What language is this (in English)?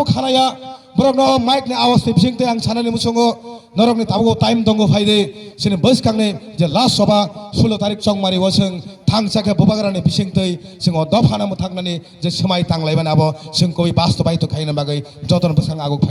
Kok Borok